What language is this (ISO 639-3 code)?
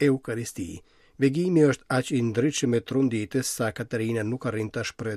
sqi